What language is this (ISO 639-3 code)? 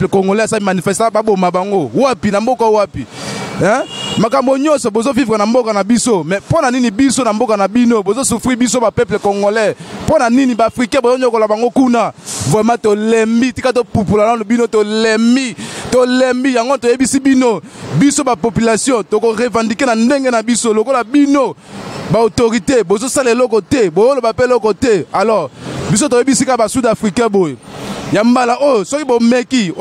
lin